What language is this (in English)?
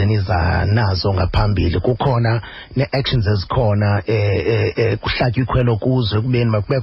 Xhosa